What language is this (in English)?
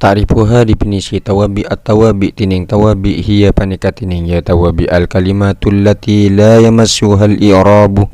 Madurese